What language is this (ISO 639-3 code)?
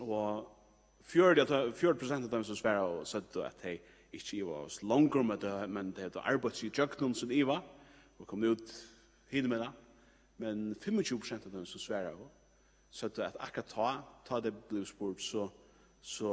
fao